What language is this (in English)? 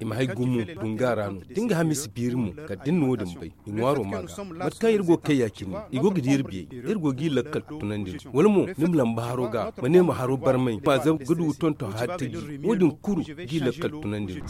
Zarma